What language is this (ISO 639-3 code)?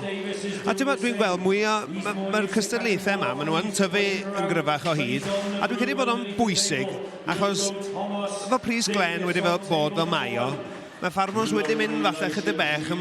cym